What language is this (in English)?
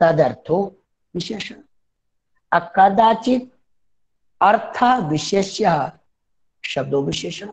Sanskrit